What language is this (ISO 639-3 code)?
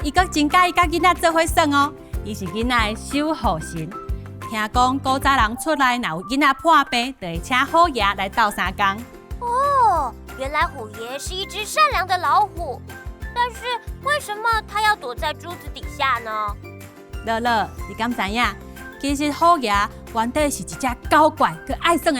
nan